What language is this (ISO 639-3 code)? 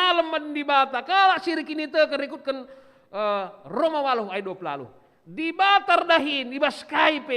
btx